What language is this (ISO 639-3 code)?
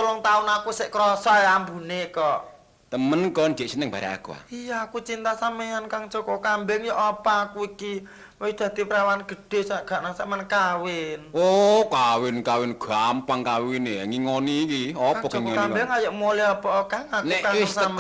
jav